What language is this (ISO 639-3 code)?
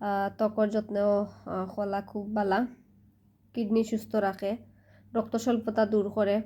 syl